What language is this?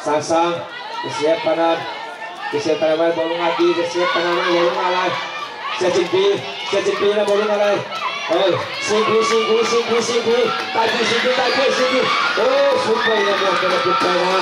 Tedim Chin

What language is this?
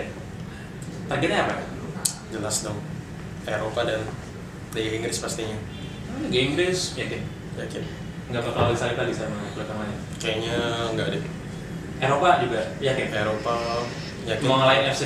Indonesian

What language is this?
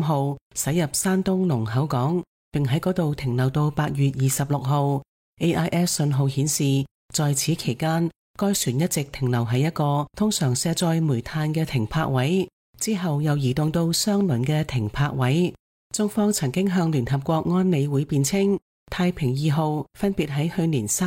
Cantonese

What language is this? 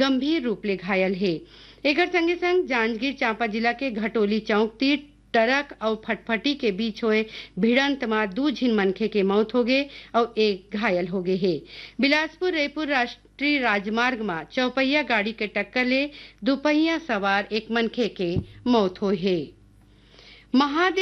Chhattisgarhi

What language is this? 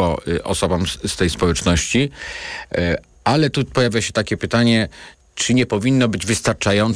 Polish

